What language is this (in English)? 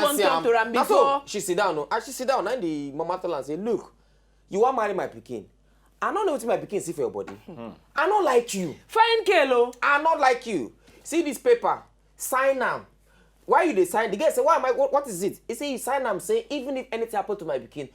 Nigerian Pidgin